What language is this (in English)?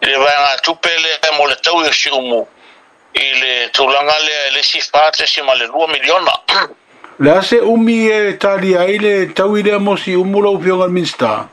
Samoan